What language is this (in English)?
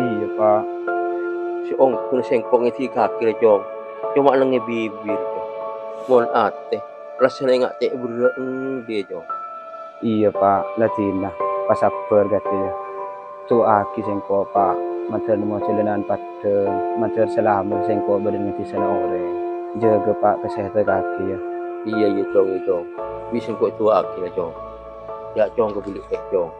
Madurese